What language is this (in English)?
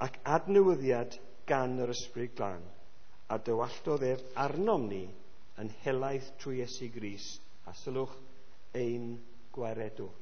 Welsh